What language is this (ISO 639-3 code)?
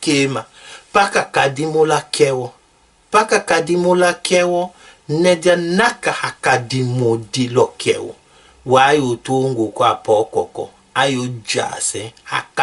tll